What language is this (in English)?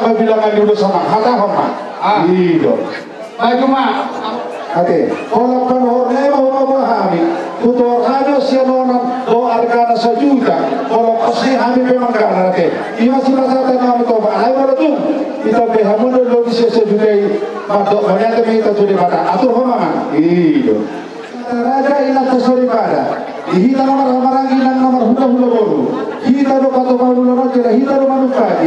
Batak Toba